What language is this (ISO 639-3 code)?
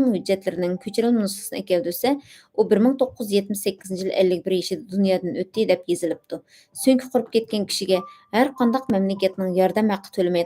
uig